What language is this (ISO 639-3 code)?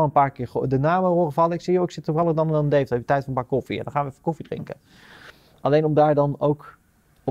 nld